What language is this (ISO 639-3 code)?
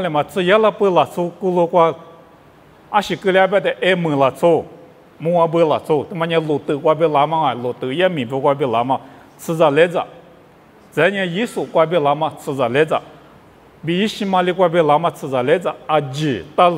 lis